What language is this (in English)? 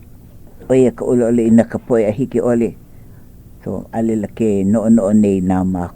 Hawaiian